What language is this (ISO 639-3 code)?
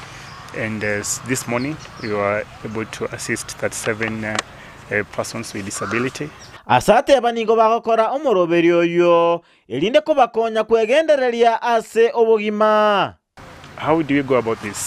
guz